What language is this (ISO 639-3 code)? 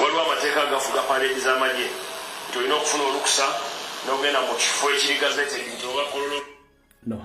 lug